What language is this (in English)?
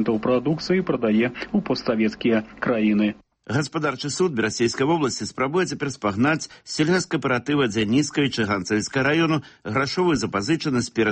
Belarusian